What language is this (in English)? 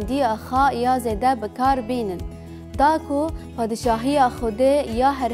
Kurdish